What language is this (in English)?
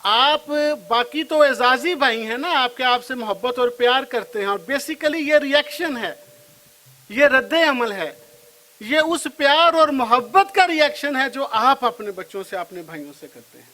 Western Panjabi